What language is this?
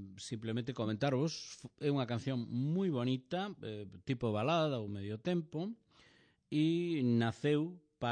Galician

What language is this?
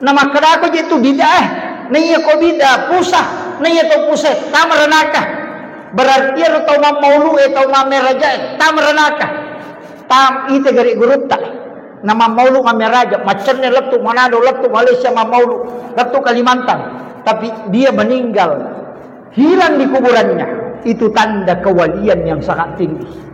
Buginese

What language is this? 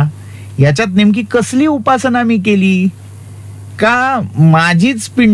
Marathi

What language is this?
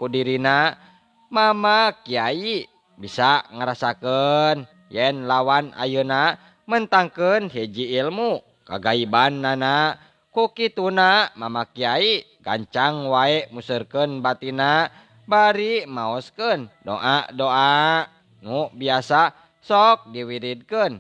Sundanese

